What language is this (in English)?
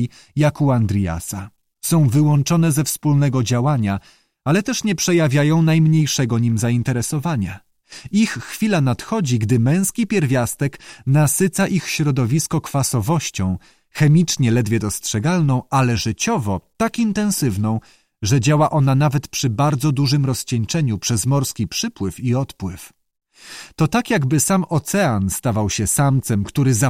Polish